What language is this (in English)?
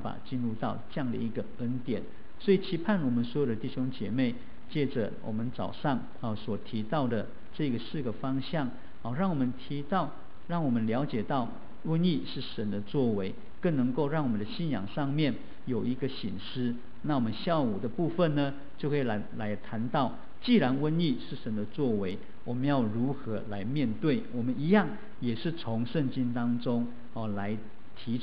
Chinese